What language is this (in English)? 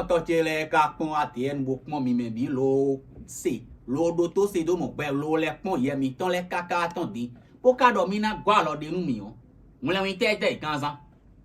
Fon